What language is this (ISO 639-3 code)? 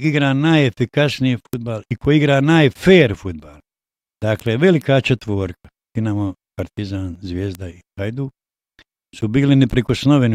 bos